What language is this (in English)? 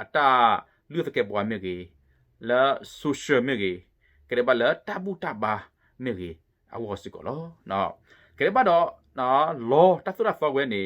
S'gaw Karen